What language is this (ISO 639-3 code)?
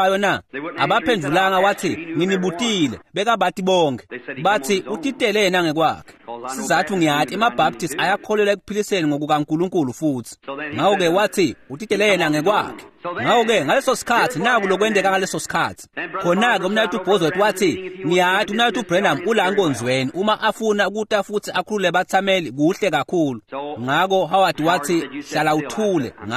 ssw